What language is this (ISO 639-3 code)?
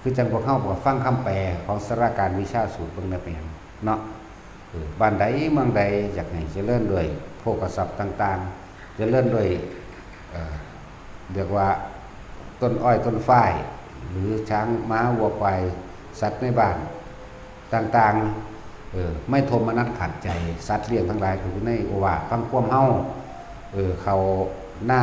tts